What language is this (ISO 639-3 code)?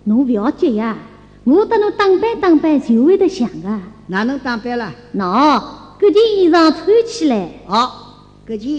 wuu